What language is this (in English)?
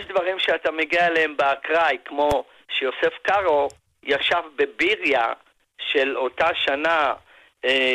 Hebrew